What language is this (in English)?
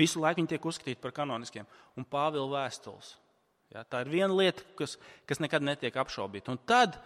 Latvian